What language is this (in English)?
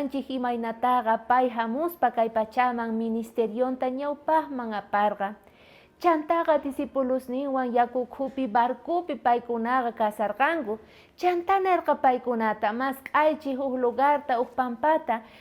South Bolivian Quechua